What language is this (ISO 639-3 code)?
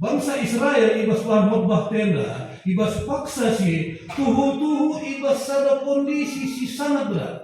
btx